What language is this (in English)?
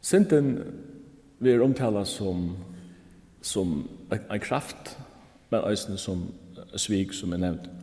Faroese